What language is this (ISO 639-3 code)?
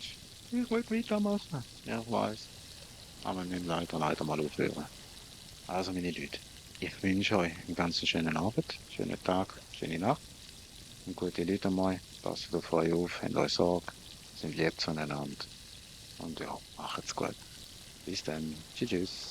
gsw